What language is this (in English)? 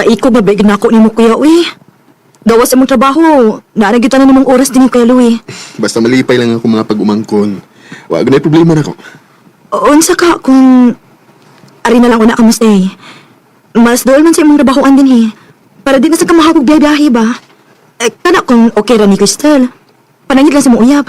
Cebuano